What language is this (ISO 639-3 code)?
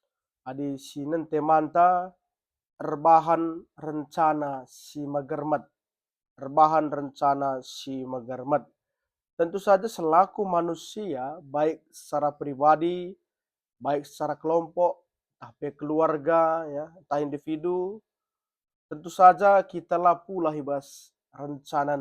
btx